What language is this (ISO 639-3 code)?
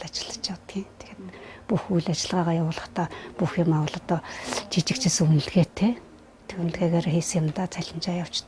mon